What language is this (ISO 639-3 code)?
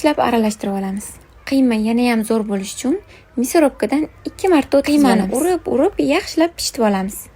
uzb